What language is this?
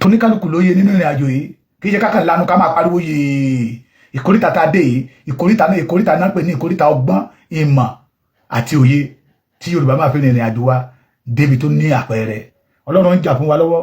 Yoruba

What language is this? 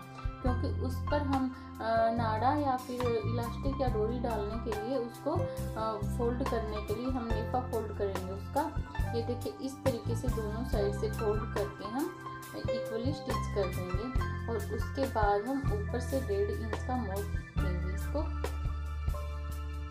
Hindi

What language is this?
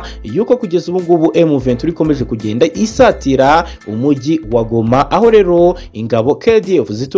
Kinyarwanda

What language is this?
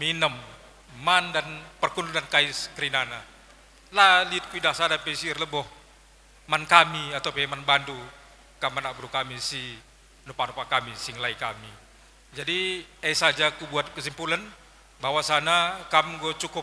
Batak Karo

